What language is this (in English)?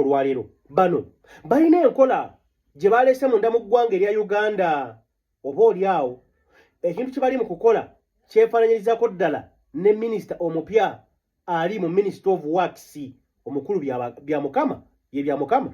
Ganda